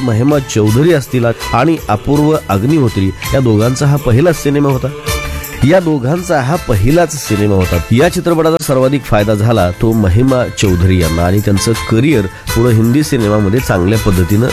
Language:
Marathi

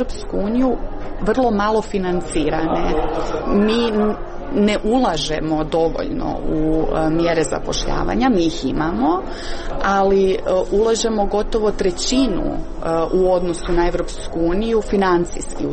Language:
Croatian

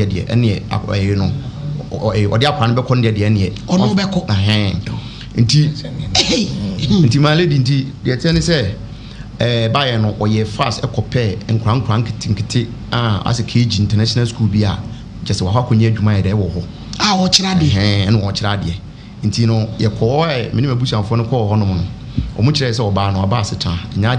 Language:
Akan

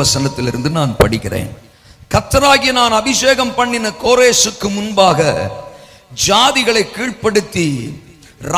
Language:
Tamil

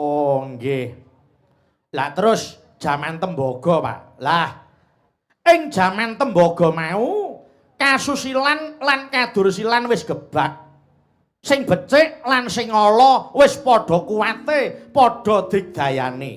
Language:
Javanese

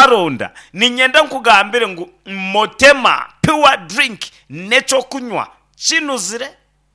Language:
Nyankole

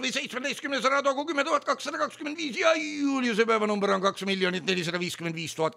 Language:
Estonian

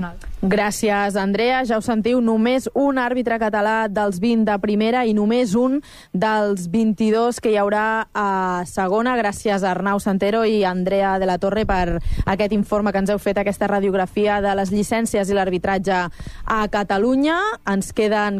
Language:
Catalan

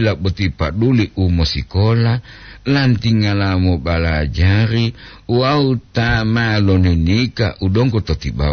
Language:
Gorontalo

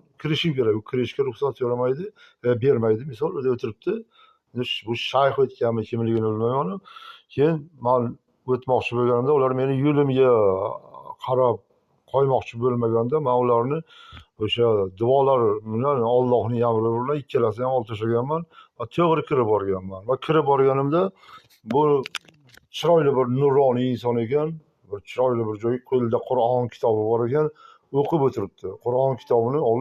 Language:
Uzbek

